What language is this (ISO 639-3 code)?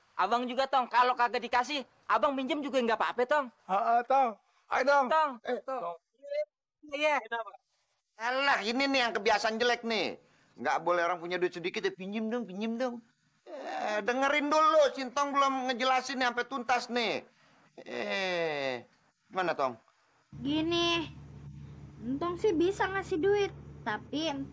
bew